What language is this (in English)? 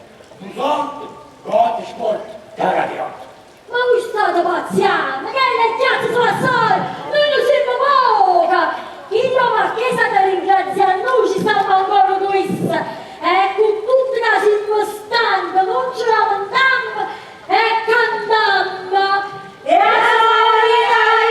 Neapolitan